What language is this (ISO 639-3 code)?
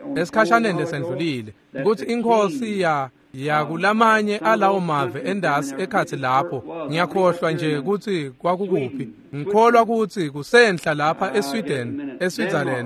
ssw